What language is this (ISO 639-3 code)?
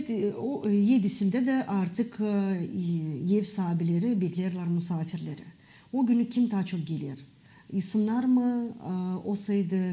gag